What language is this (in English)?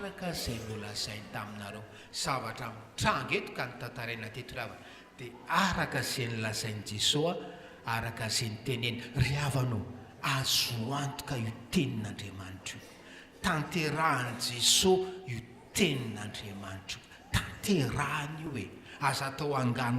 Malagasy